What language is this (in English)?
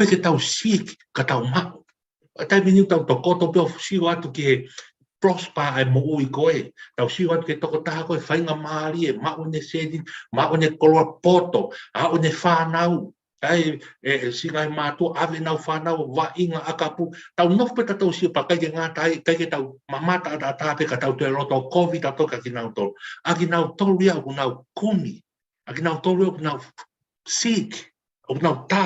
Tongan